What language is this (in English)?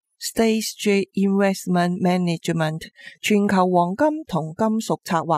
Cantonese